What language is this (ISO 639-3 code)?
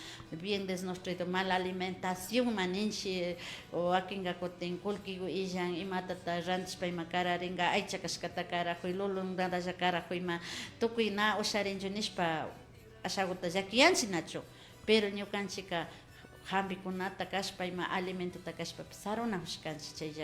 qvi